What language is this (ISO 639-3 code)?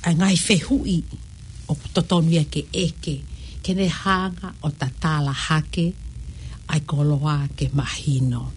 ton